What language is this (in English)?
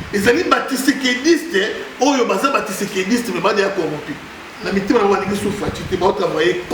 Lingala